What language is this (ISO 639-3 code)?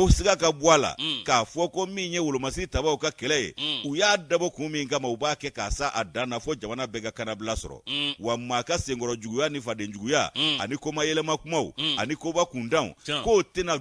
bam